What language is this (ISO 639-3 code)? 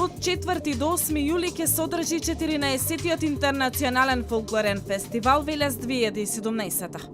mkd